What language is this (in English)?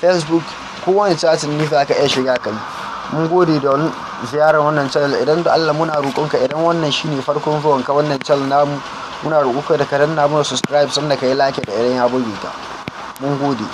Hausa